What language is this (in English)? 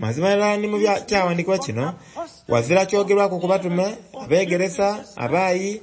Soga